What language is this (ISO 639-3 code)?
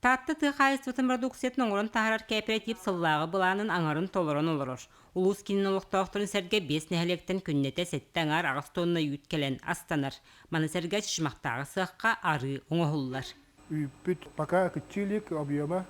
sah